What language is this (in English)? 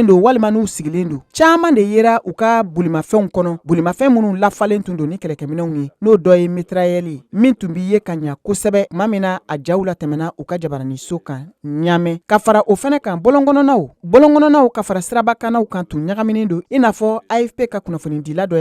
Bambara